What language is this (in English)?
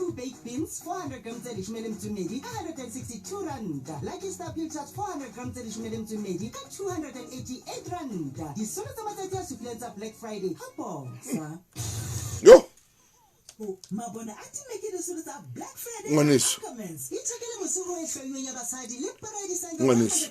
Southern Sotho